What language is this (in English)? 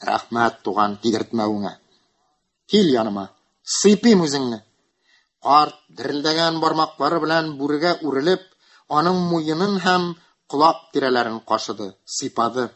Tatar